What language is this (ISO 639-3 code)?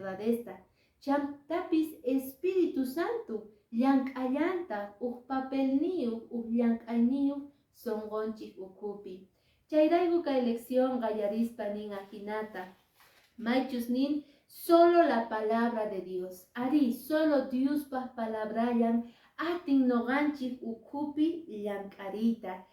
que